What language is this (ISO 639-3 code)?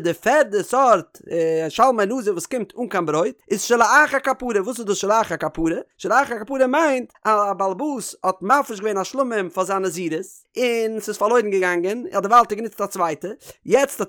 yid